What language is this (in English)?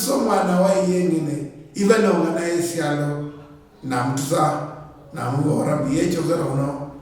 Luyia